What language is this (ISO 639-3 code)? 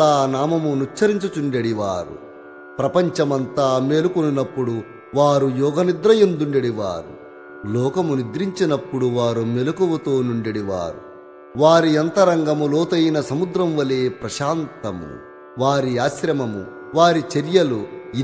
tel